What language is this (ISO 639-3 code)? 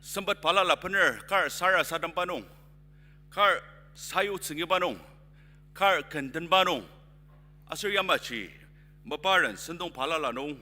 njo